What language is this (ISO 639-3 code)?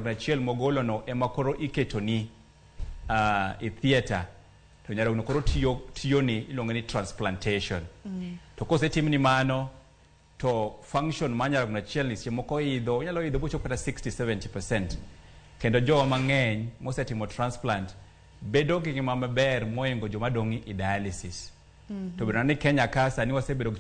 luo